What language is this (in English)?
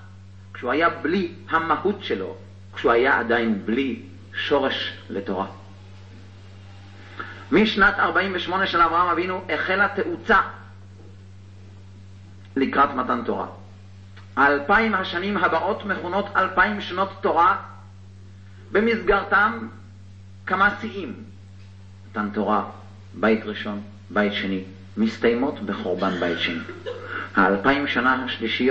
Hebrew